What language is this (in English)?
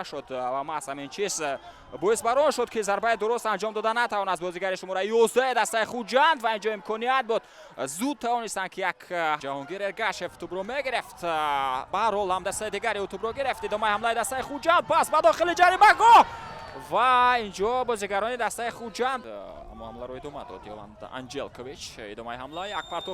Tajik